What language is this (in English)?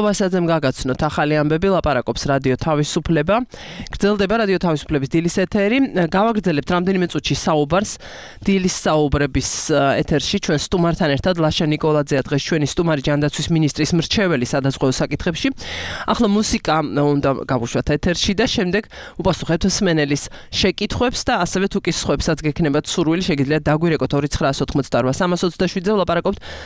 Georgian